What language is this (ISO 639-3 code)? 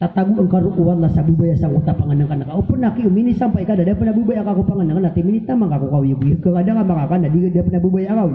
mrw